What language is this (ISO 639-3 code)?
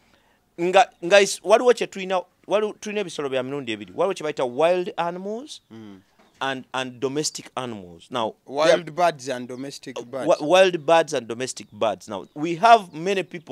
lug